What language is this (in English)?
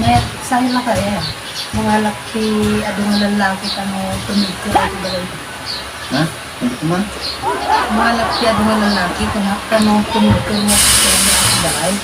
Iloko